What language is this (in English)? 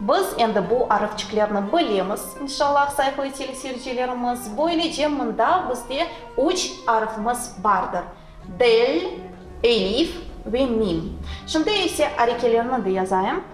Crimean Tatar